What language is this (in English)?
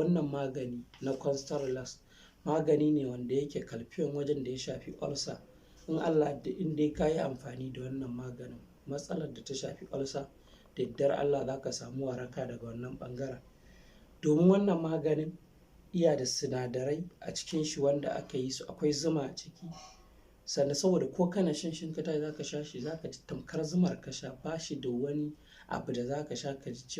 Hausa